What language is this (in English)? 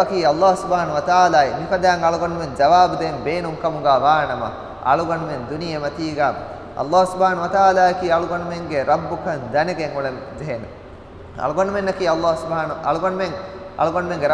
Divehi